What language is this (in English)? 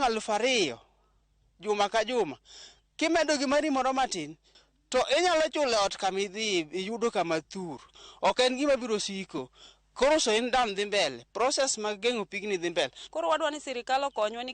Luo (Kenya and Tanzania)